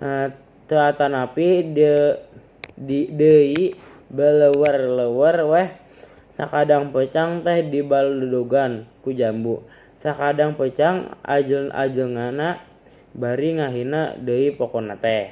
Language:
Sundanese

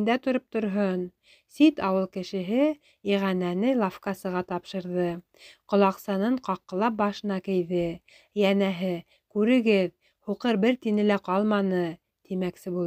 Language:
Bashkir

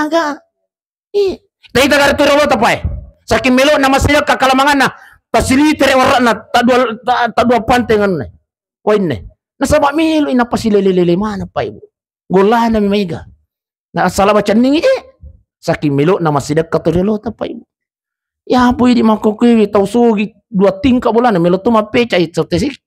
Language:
Buginese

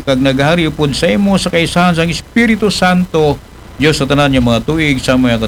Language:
Aklanon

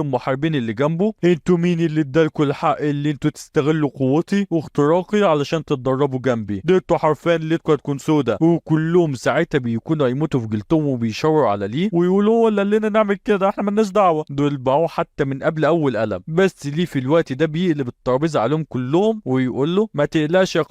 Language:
Egyptian Arabic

